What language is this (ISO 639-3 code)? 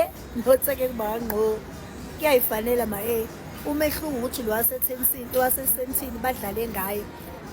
zul